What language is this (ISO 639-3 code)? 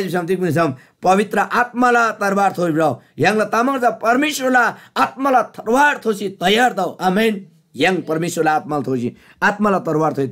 taj